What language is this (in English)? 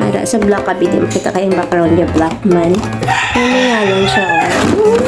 Hiligaynon